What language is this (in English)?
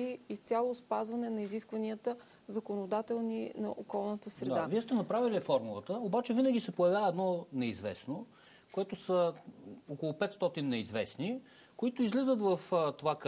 Bulgarian